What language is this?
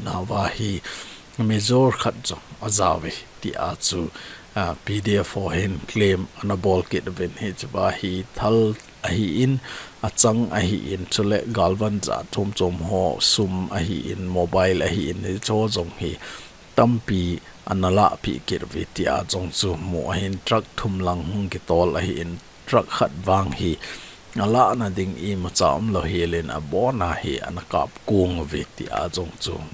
Thado Chin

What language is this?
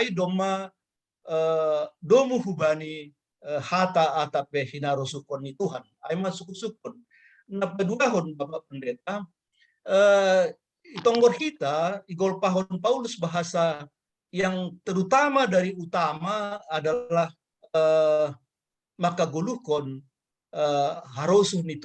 Batak Simalungun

